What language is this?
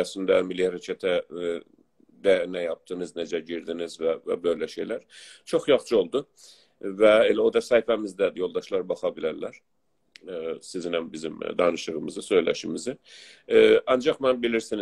South Azerbaijani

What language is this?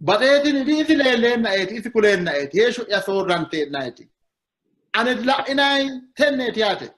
Sidamo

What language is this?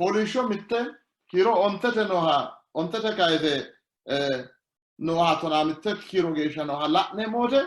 Sidamo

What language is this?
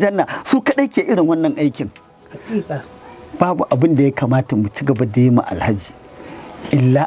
Hausa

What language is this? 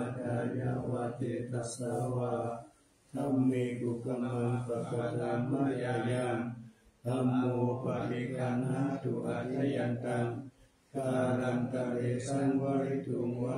Pali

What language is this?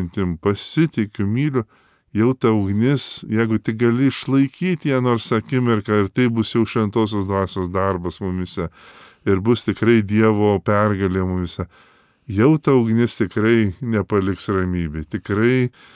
Lithuanian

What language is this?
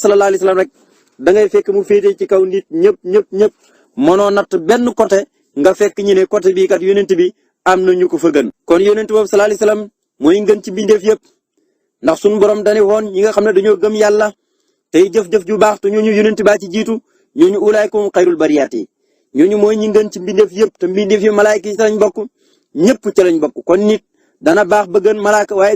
Wolof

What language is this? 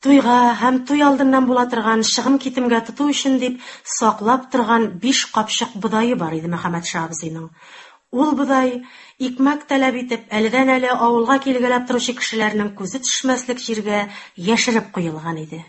Tatar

